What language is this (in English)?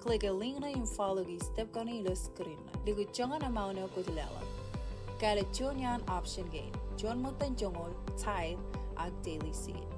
Marshallese